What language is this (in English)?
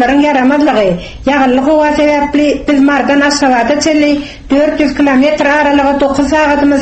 Turkmen